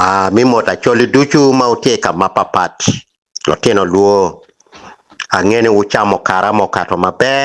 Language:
Acoli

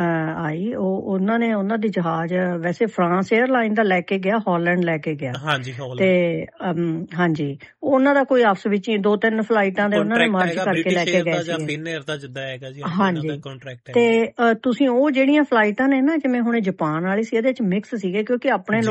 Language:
Punjabi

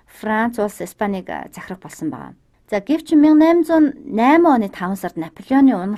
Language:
Mongolian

